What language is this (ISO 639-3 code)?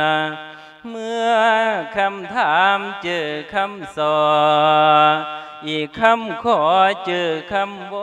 lao